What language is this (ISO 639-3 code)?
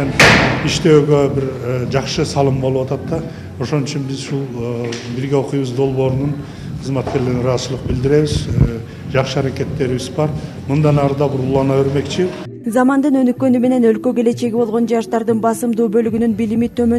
kir